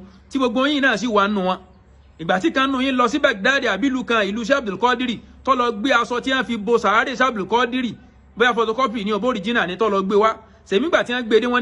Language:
Yoruba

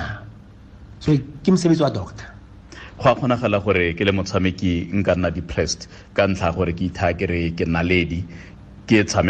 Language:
Tswana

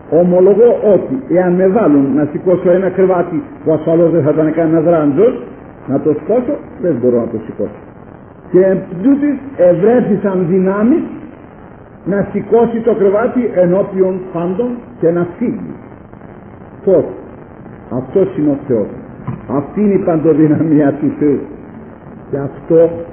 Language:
Greek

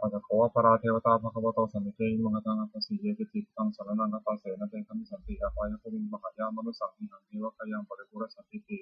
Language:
Pali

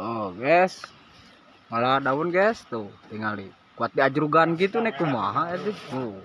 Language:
Sundanese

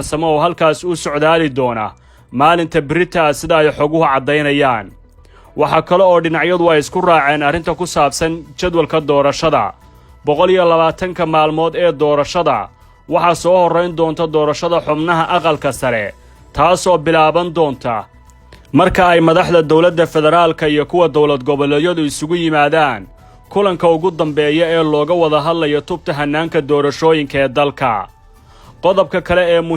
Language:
Somali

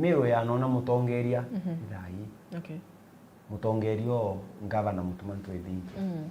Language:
Meru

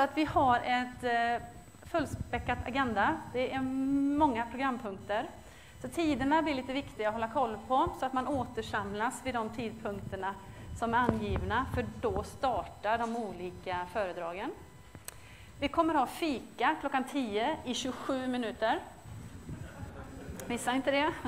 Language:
Swedish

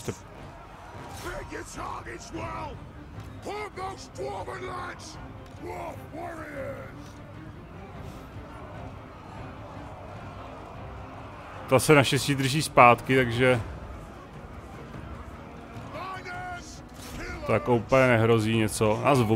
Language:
Czech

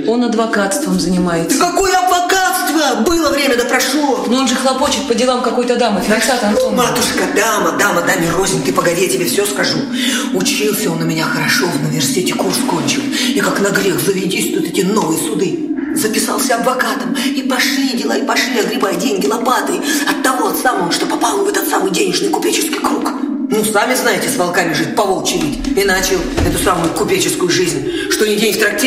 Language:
Russian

